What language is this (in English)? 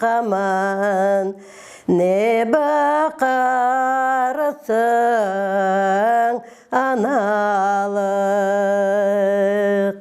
Crimean Tatar